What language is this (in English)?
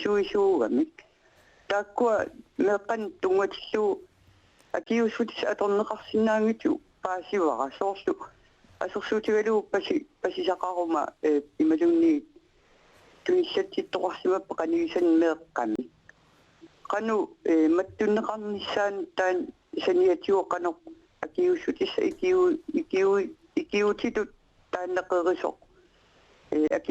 Kalaallisut